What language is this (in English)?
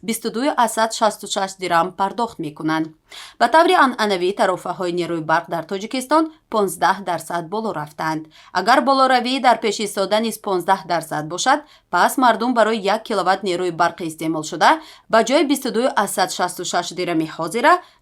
Tajik